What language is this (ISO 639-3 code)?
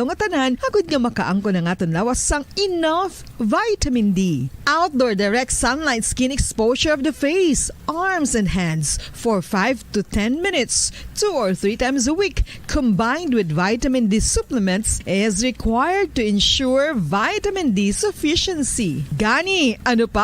hil